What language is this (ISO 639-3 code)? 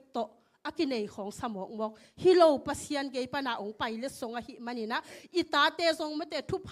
ctd